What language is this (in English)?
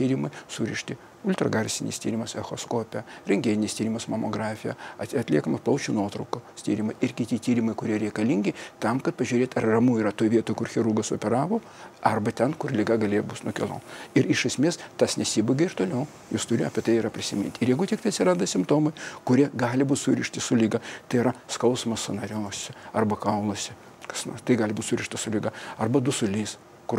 Lithuanian